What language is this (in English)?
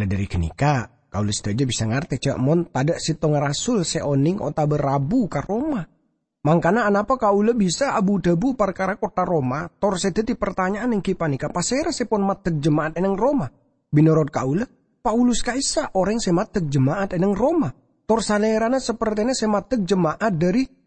Madurese